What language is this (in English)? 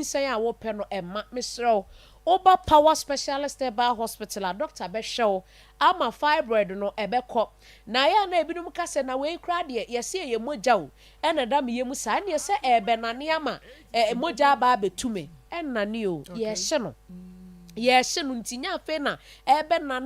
Akan